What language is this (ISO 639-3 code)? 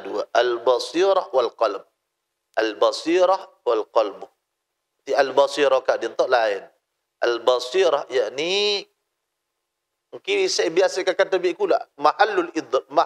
mad